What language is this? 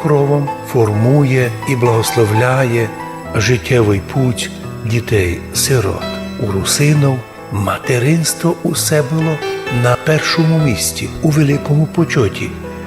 Rusyn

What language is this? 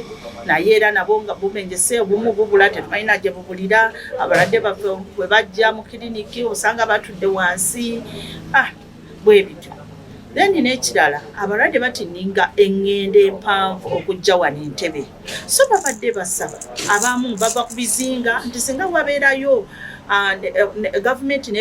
Ganda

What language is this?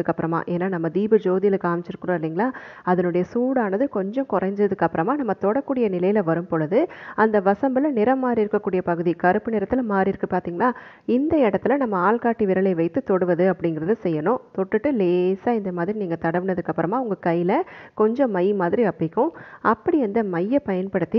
Tamil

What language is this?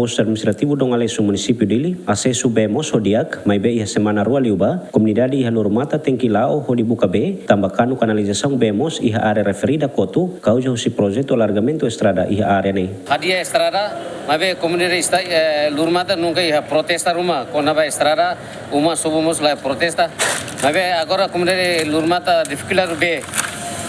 Tetum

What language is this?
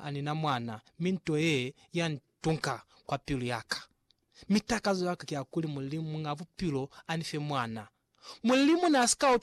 Lozi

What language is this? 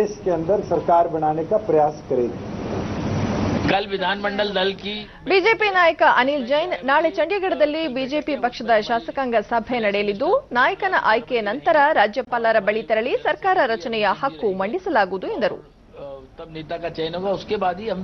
Kannada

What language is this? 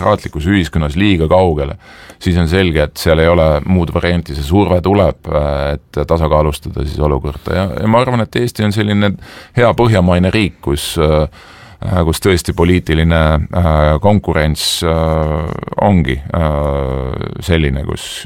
Estonian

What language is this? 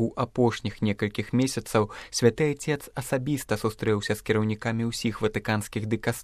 Belarusian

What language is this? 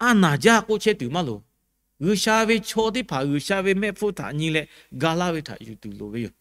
Lahu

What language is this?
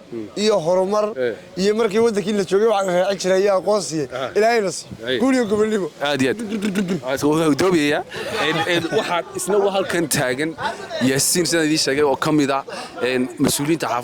Somali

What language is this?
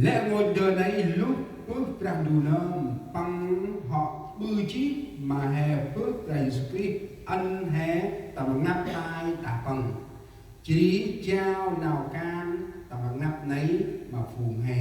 Central Mnong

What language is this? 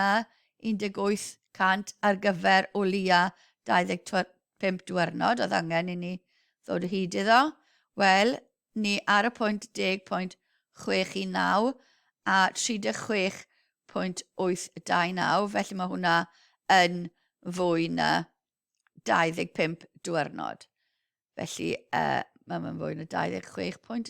Welsh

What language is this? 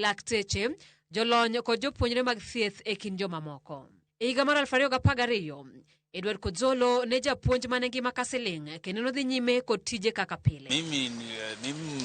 Luo (Kenya and Tanzania)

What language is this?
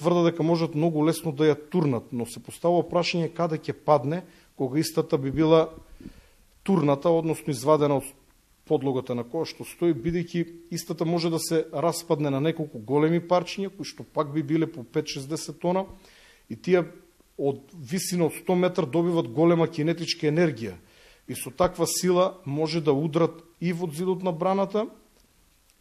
Macedonian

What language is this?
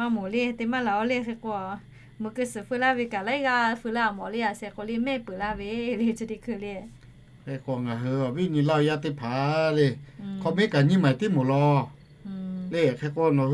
Lahu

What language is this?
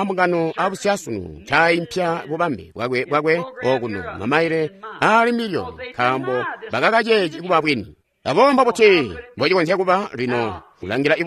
Tonga (Zambia)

